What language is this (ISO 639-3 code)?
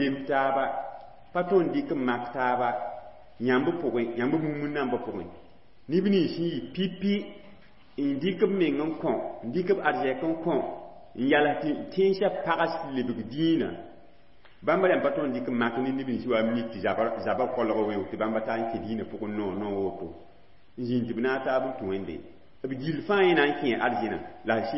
mos